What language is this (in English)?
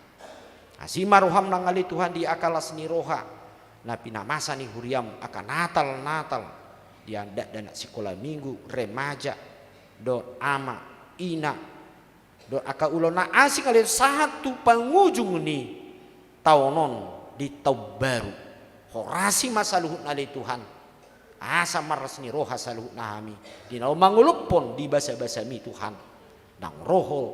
Batak Toba